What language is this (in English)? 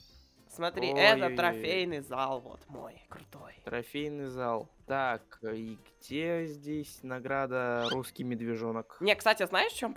Russian